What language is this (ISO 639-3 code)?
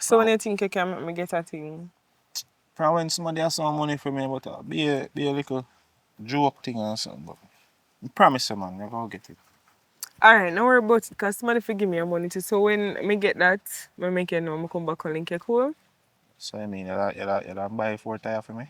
jam